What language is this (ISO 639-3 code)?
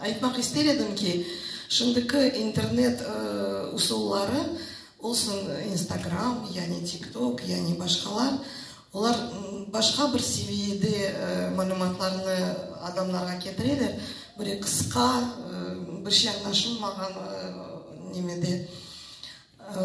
crh